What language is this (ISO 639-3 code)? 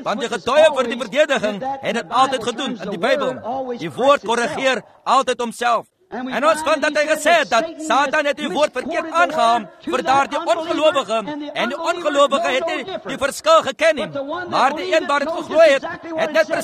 afr